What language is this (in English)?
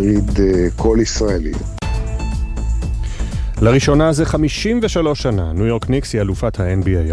Hebrew